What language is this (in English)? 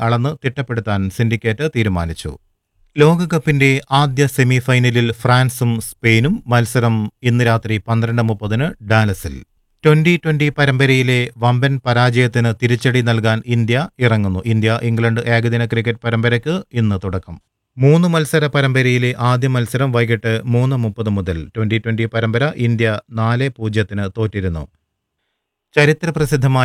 Malayalam